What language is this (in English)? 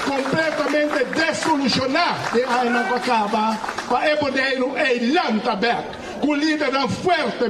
Papiamento